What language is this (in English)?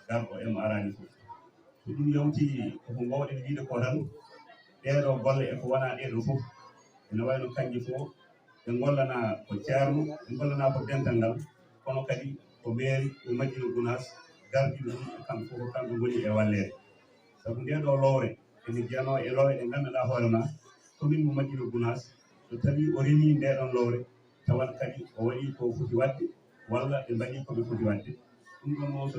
Fula